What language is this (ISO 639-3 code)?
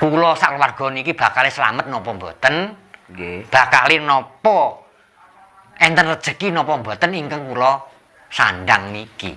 jav